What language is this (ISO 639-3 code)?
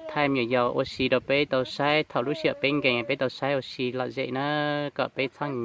hmn